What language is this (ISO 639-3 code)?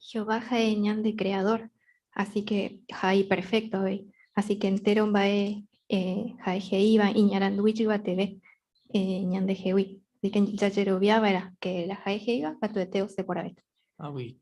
grn